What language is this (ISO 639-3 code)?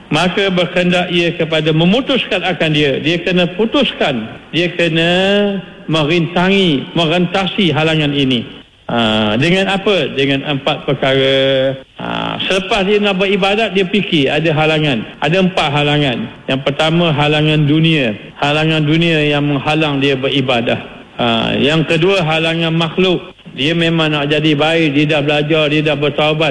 msa